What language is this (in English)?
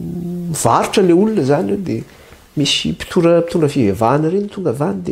Malagasy